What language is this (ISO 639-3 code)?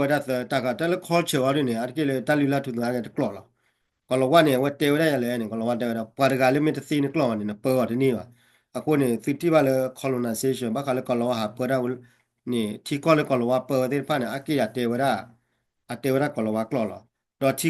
ksw